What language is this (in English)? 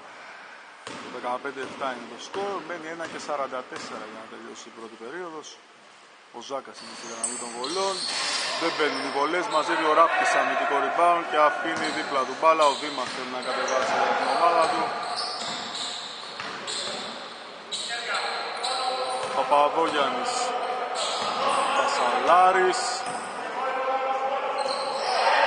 Greek